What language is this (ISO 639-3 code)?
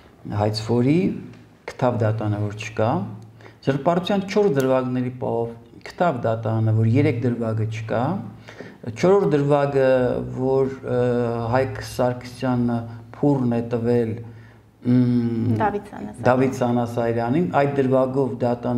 hye